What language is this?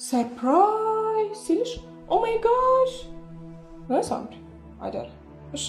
Amharic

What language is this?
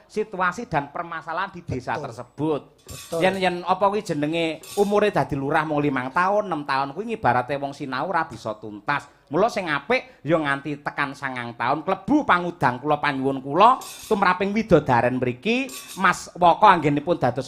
Javanese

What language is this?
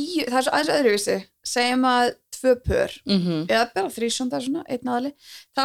Icelandic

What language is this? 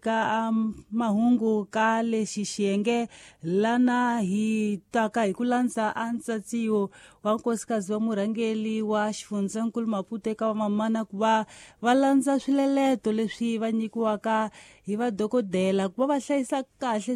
Tsonga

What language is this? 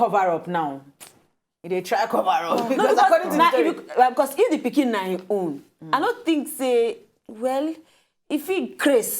Nigerian Pidgin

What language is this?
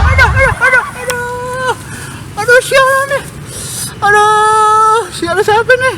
Betawi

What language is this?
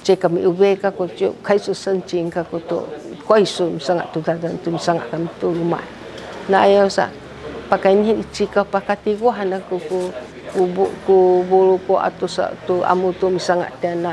Sakizaya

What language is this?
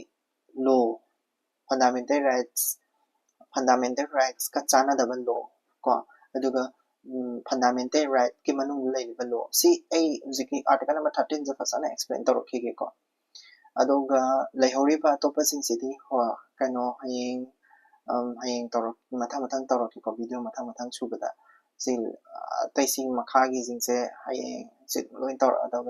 Manipuri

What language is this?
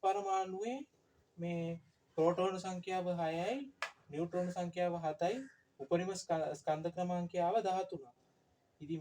Sinhala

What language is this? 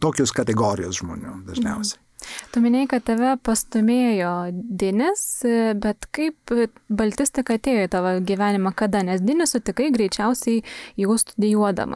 Lithuanian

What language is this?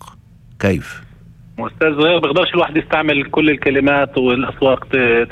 North Levantine Arabic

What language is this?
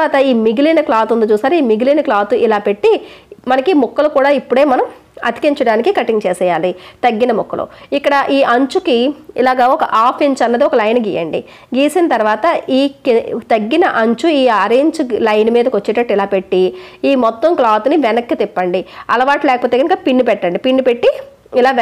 Telugu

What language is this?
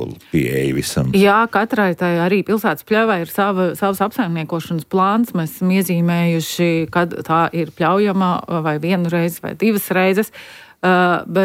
Latvian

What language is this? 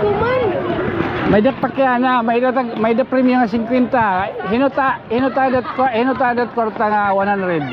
Waray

